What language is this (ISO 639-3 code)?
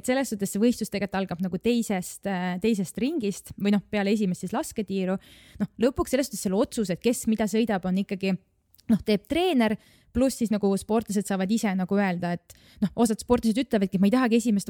est